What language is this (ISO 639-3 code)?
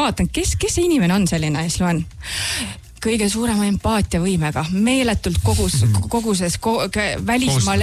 est